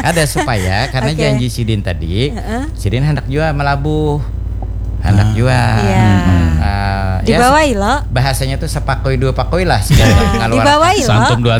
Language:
Banjar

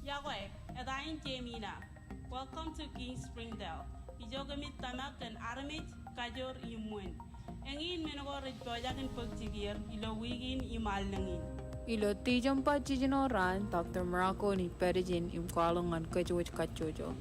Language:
Marshallese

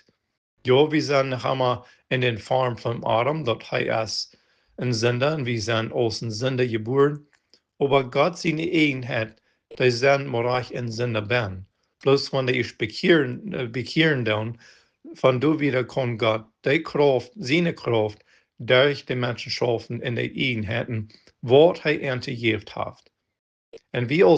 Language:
Plautdietsch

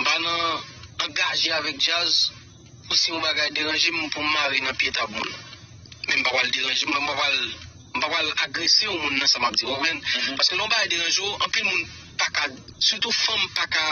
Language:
Haitian Creole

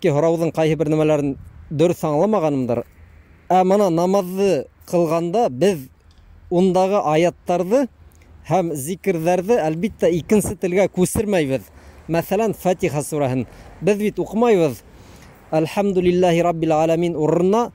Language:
Bashkir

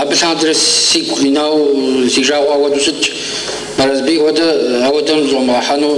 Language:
Kabardian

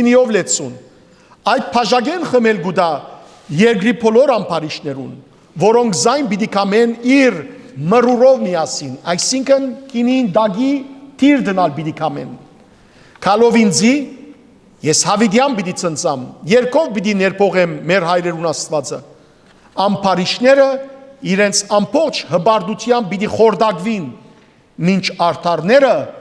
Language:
Western Armenian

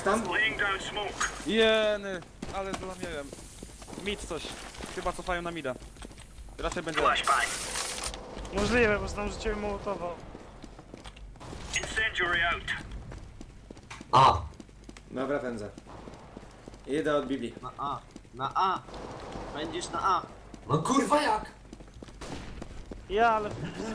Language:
Polish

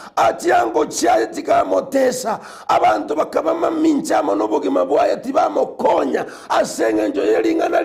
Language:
Gusii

